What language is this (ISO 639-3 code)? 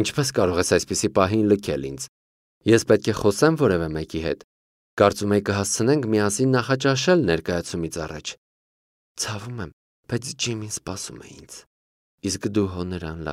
hye